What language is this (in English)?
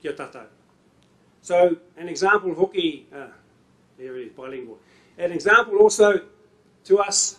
Māori